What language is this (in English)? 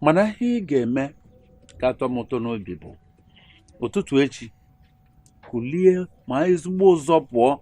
Igbo